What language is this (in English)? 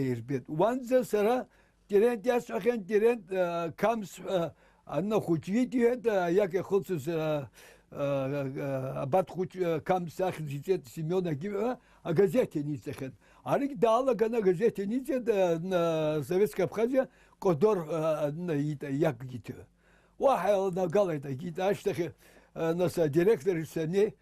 Abkhazian